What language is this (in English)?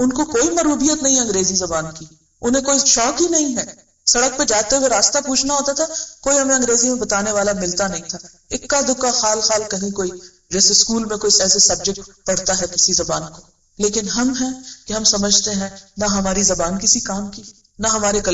Urdu